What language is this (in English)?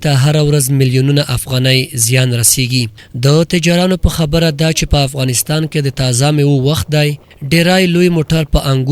Pashto